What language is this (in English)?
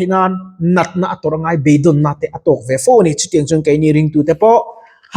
Mizo